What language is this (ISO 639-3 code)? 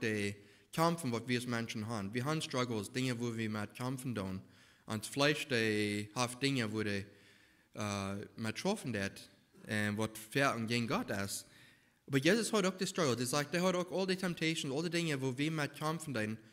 pdt